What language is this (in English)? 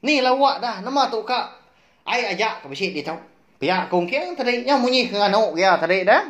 Iban